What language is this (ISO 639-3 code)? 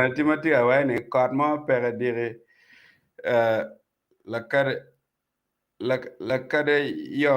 ach